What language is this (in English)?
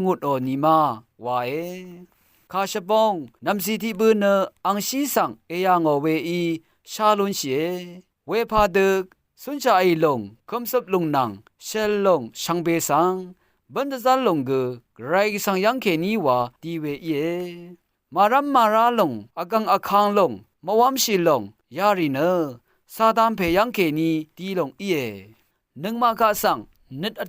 Rawang